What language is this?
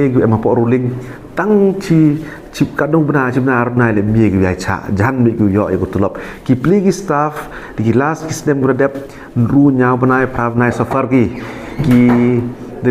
Pnar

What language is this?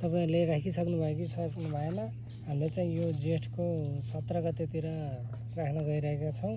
Nepali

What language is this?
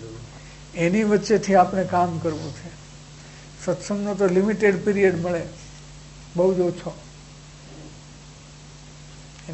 Gujarati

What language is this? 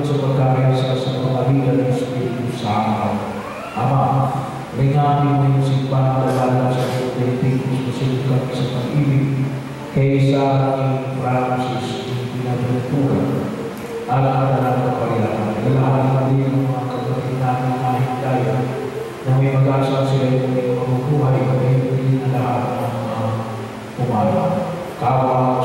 Filipino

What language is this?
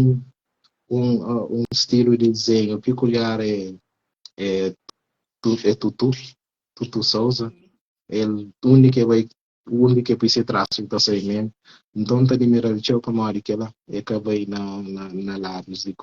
Kabuverdianu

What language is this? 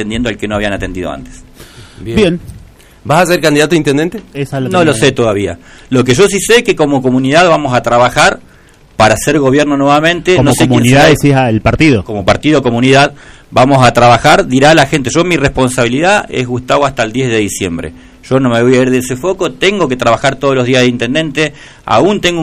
Spanish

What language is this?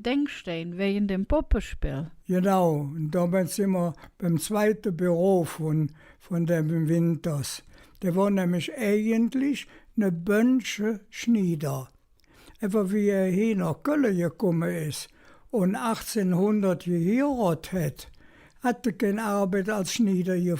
Colognian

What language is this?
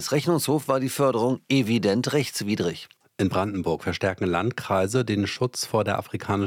German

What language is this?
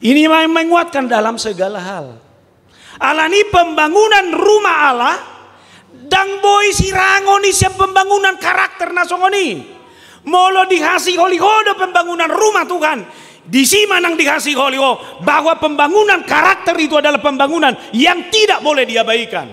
Batak Toba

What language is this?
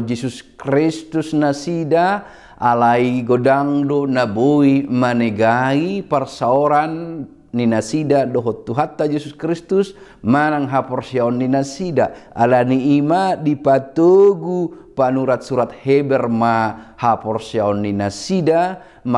Batak Toba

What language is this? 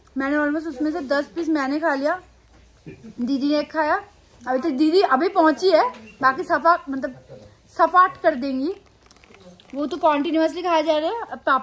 Hindi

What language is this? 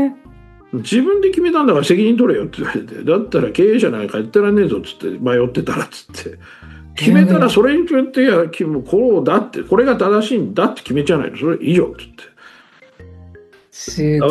Japanese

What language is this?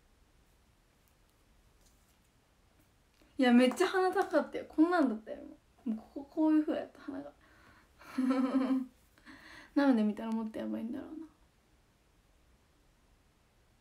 Japanese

